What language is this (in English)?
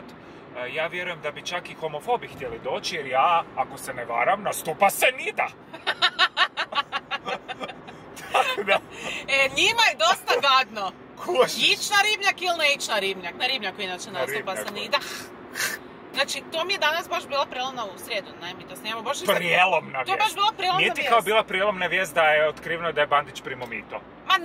Croatian